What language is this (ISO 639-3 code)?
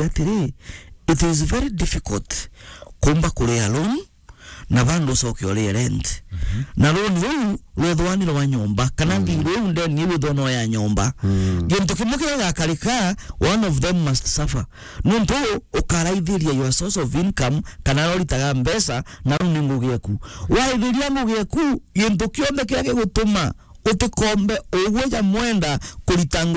mer